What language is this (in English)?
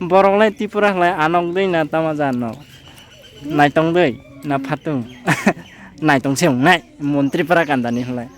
Kok Borok